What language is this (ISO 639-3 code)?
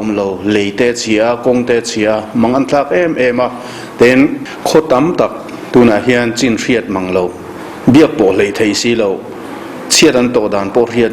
lus